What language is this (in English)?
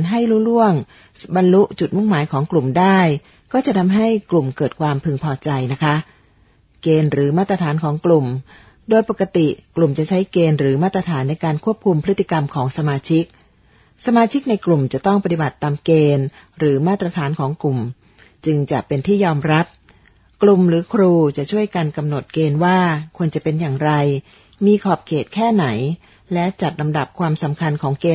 Thai